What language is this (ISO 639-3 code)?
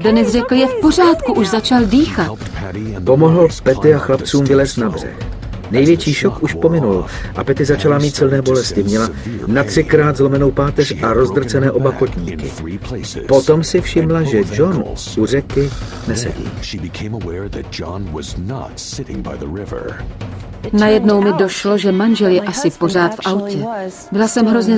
ces